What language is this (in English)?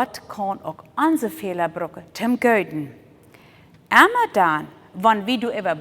Plautdietsch